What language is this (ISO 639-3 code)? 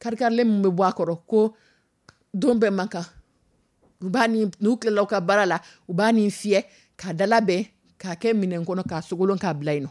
dyu